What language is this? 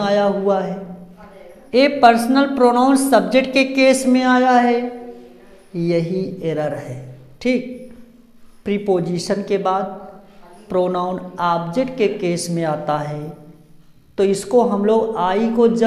Hindi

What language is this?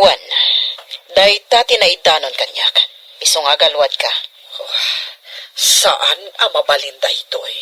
Iloko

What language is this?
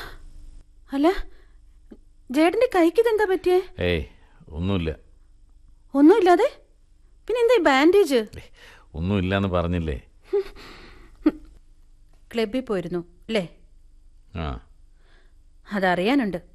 Malayalam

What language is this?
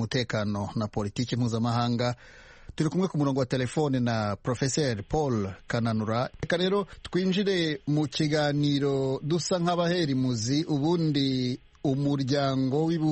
Kinyarwanda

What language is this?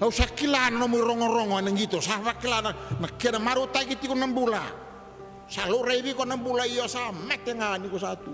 Fijian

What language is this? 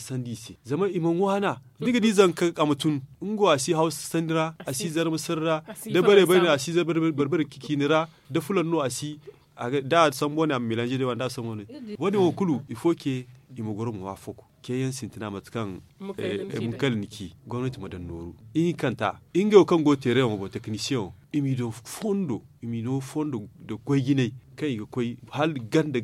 Zarma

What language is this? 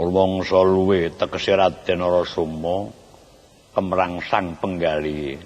Javanese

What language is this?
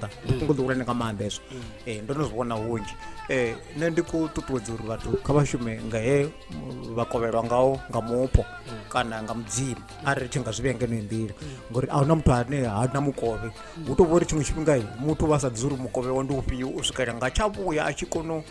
Venda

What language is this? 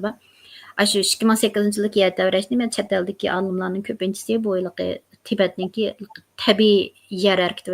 Uyghur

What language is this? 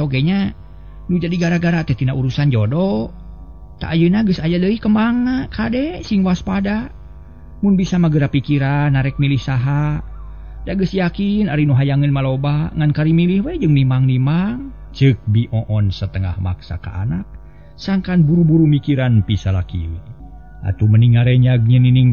Sundanese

